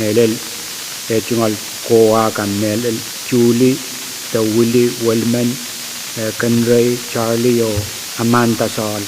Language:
Pohnpeian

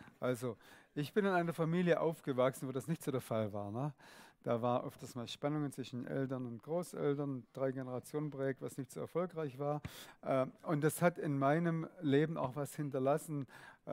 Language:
Swiss German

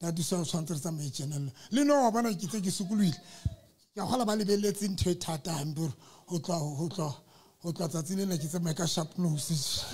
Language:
Southern Sotho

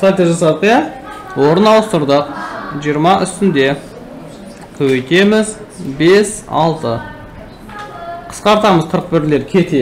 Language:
Kazakh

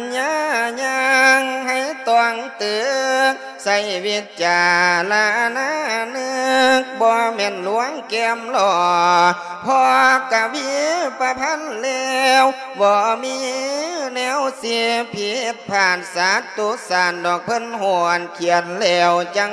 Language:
Lao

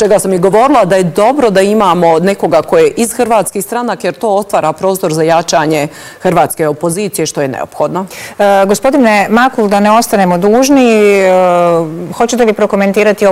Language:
Bosnian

